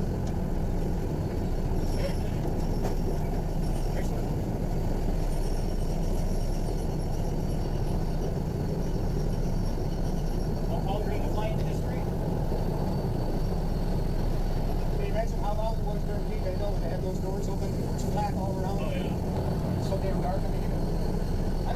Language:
English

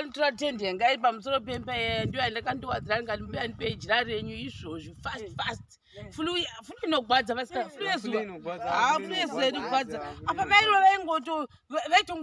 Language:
Shona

